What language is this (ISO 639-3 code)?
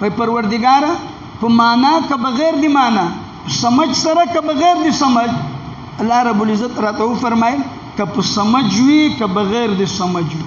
pus